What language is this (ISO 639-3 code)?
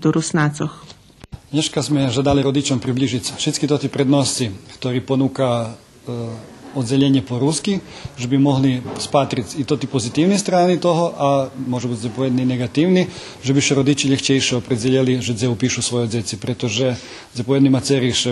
rue